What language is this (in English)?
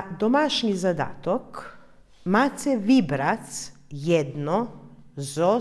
Rusyn